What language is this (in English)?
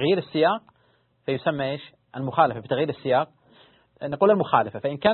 Arabic